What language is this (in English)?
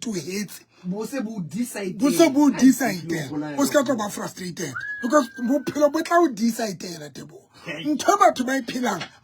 Southern Sotho